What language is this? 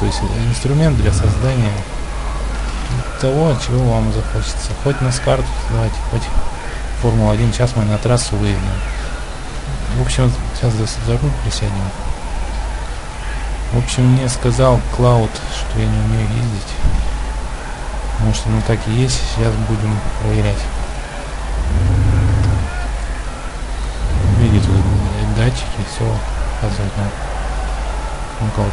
Russian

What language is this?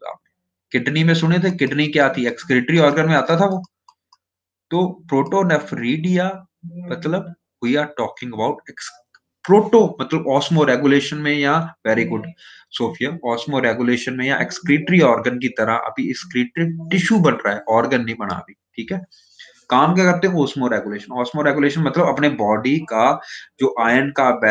Hindi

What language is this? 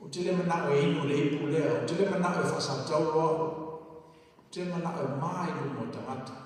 Samoan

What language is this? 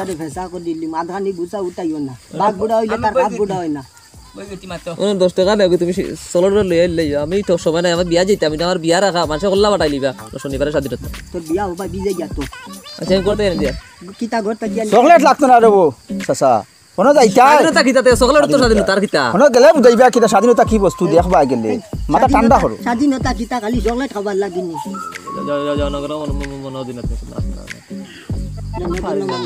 Sylheti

